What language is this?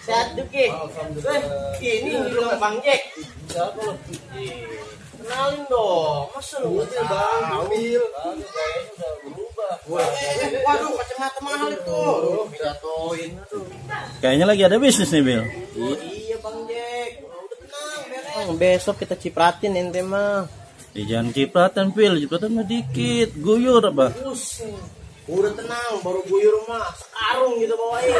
Betawi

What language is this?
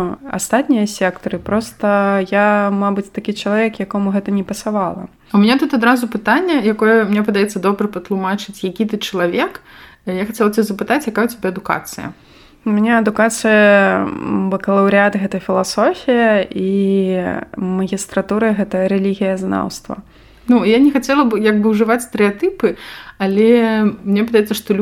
Belarusian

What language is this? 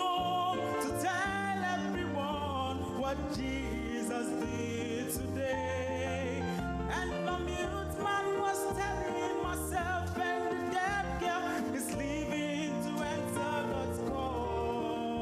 Ewe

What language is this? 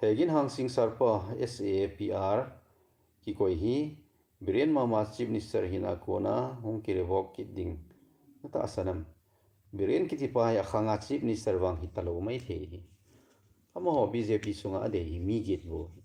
Thado Chin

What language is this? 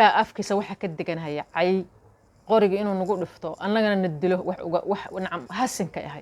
Somali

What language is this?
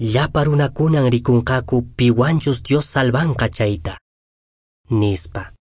Quechua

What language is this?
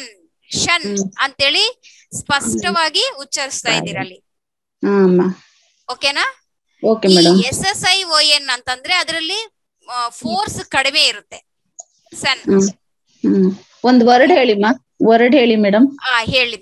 Kannada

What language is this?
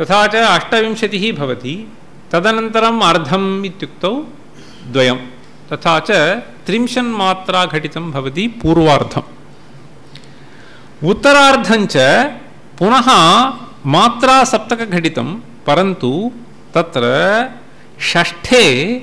Sanskrit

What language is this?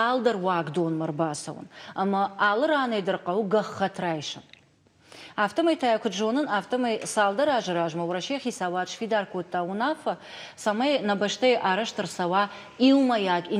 Ossetic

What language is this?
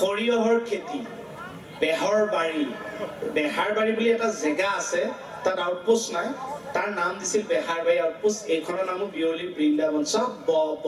Assamese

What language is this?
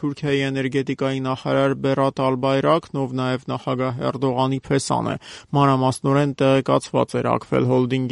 Armenian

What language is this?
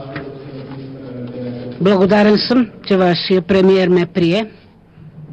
Bulgarian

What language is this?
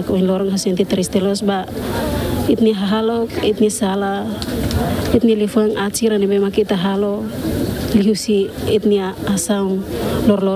Tetum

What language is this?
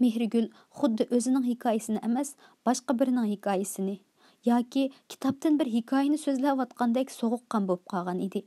Uyghur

